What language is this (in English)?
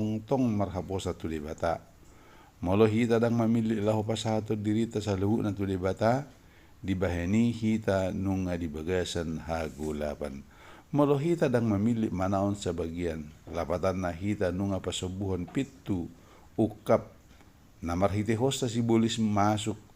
Batak Toba